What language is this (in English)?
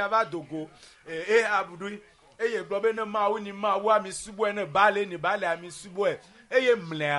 Ewe